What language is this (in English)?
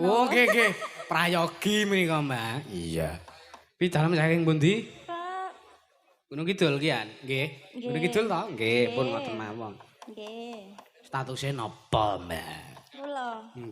Javanese